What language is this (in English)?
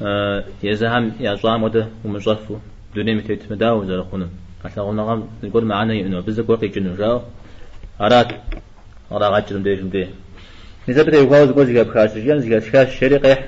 Kabardian